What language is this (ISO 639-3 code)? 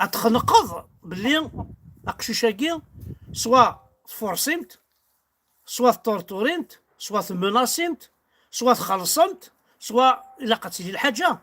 kab